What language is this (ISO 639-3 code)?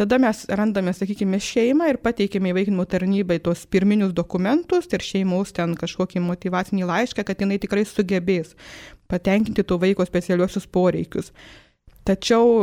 lit